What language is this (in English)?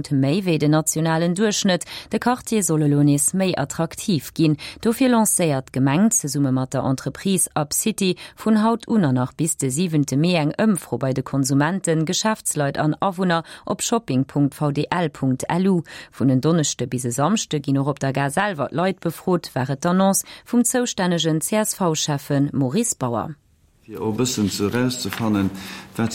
Luxembourgish